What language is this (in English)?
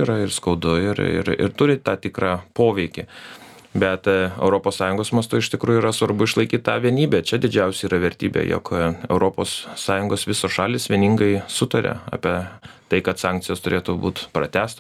Lithuanian